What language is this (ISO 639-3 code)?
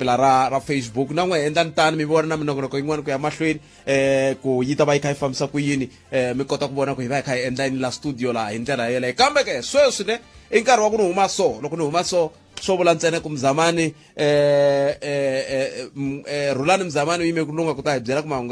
tso